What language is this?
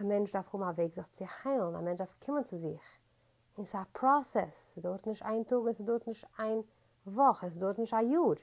Yiddish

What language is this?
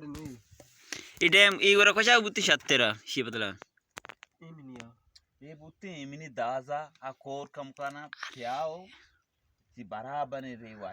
Baluchi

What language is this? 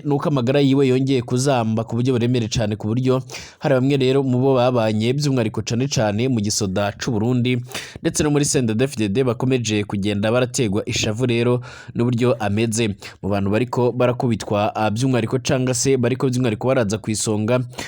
Rundi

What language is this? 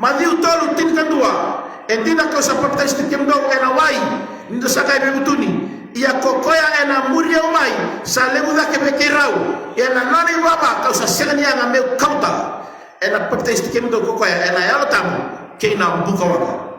Fijian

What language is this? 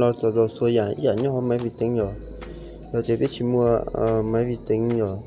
Hmong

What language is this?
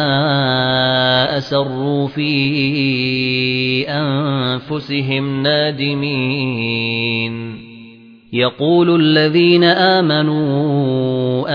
Arabic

